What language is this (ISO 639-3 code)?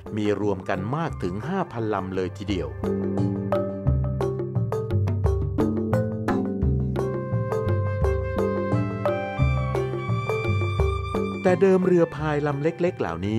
tha